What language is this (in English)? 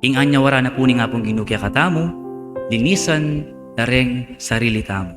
Pampanga